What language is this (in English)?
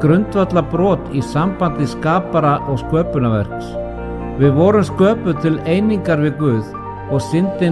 Icelandic